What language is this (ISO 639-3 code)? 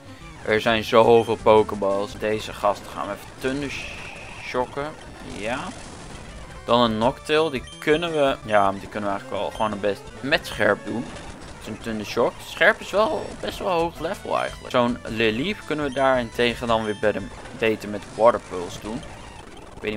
nld